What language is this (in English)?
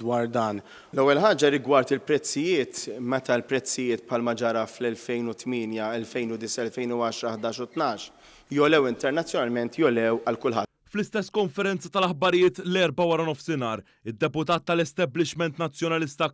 Maltese